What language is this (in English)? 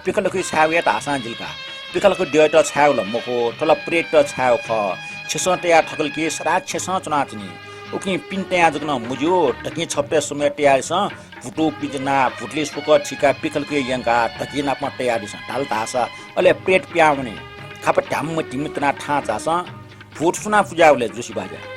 Newari